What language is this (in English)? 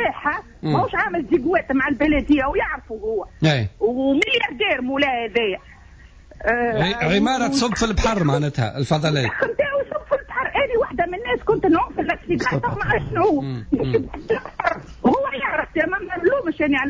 Tunisian Arabic